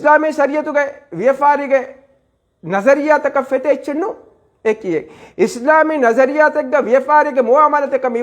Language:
Divehi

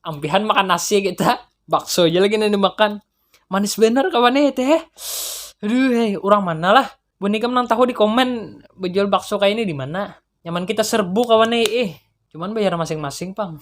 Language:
Banjar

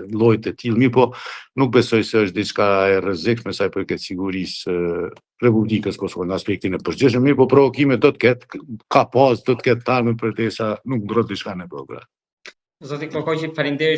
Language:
Albanian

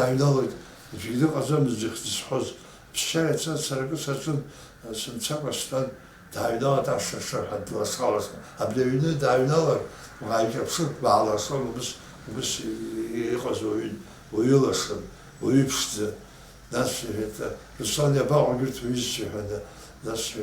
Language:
Abkhazian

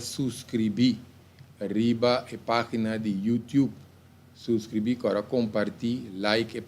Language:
Papiamento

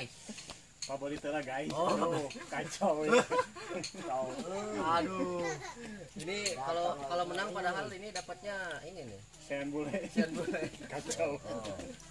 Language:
Sundanese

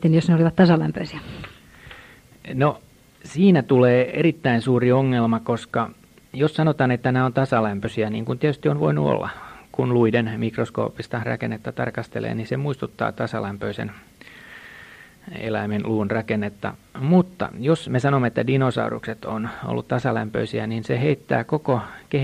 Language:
Finnish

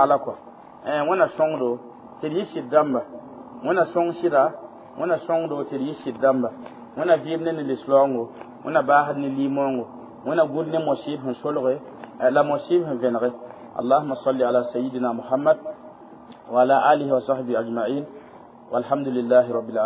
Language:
Mossi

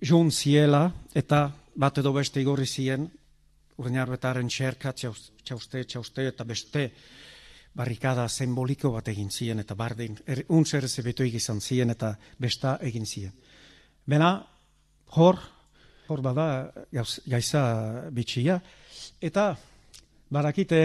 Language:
Basque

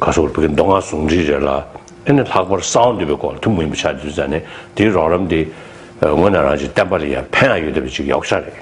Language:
Tibetan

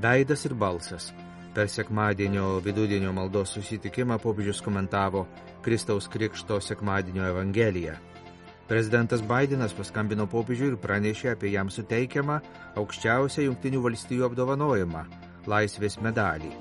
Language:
Lithuanian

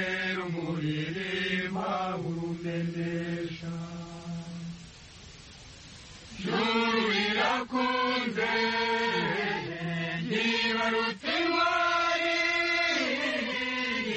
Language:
Kinyarwanda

